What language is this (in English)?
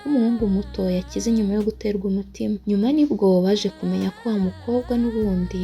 Kinyarwanda